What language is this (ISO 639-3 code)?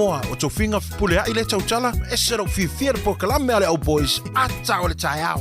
smo